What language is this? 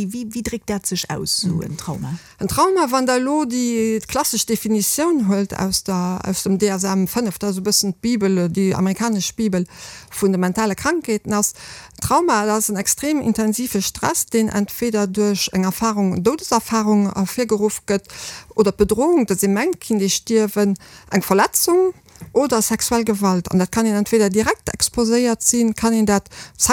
Luxembourgish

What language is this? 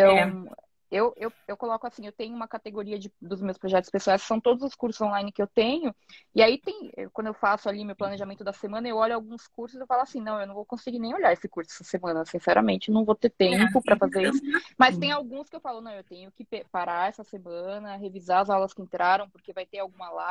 Portuguese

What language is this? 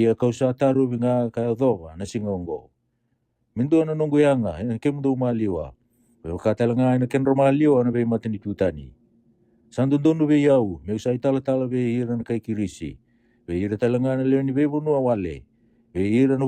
Fijian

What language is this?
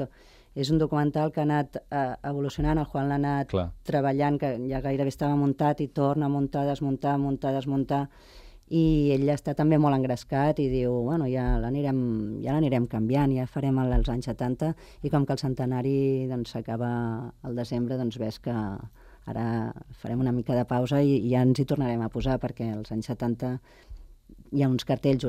Catalan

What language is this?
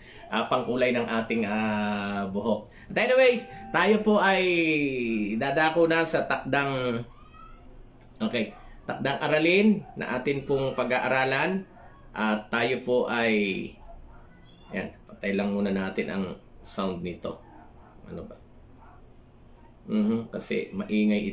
Filipino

